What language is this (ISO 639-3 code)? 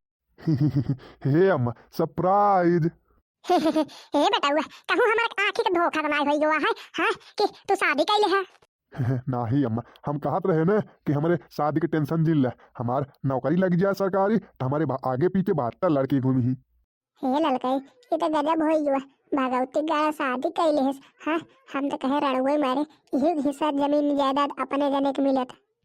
bho